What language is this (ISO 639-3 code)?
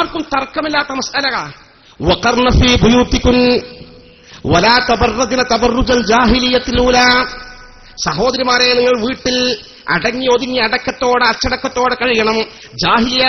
mal